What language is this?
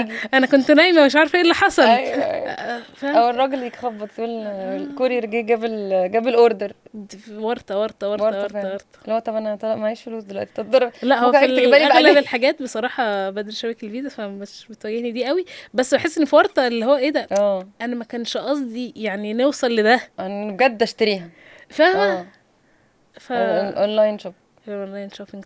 Egyptian Arabic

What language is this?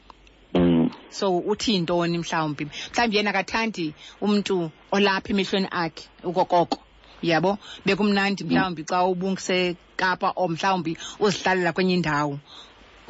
Xhosa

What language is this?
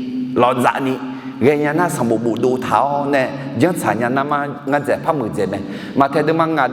Akha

